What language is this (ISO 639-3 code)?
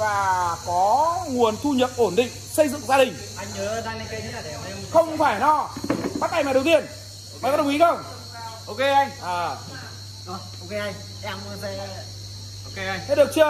vie